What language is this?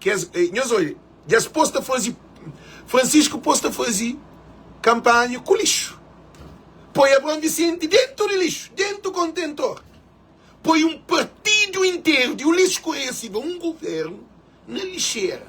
Kabuverdianu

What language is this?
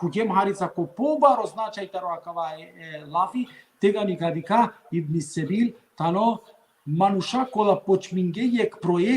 Balkan Romani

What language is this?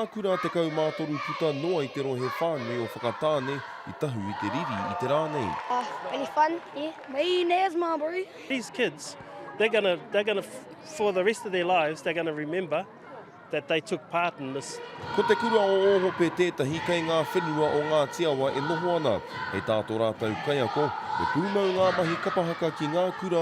Māori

